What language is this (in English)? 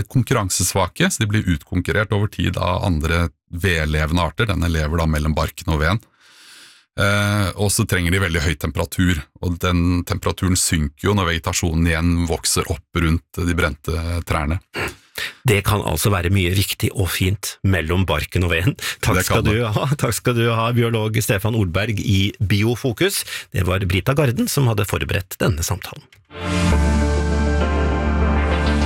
Norwegian